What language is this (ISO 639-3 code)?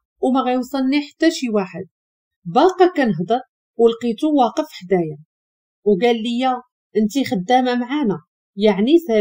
ary